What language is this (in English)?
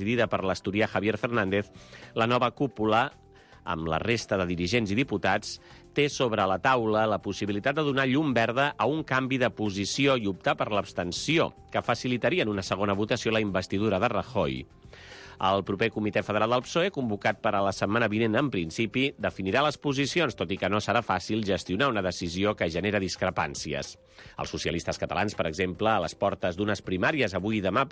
Catalan